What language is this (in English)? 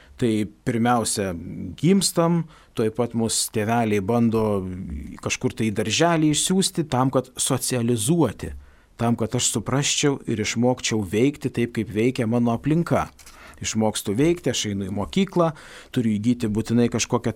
Lithuanian